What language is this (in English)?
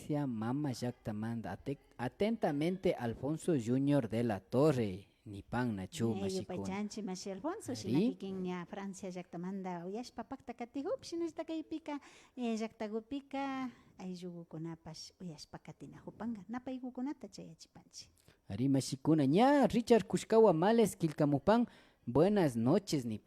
Imbabura Highland Quichua